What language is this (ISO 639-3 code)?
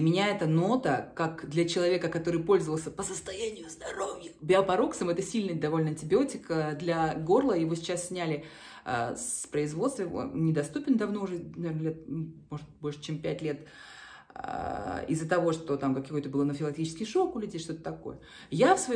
rus